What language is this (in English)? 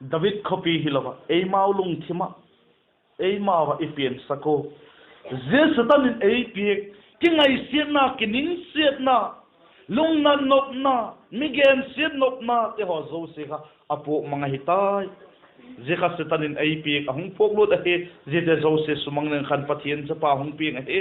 Vaiphei